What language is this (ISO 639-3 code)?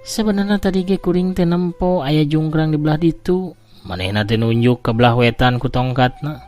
sun